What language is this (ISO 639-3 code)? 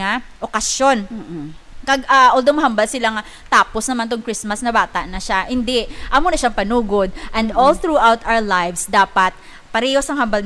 hil